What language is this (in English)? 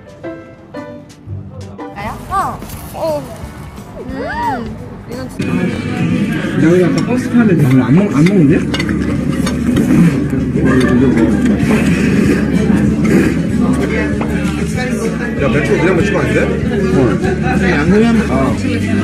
Korean